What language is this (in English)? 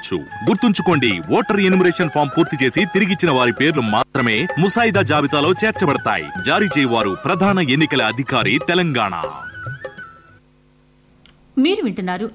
Telugu